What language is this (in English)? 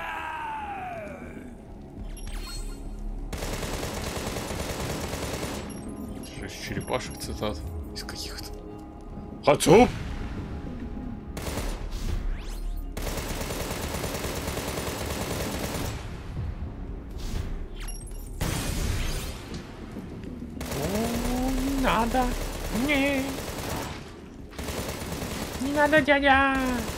Russian